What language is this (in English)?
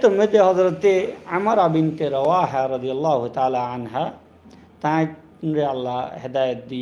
Rohingya